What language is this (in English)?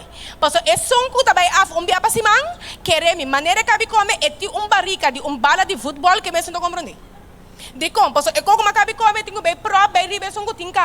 Papiamento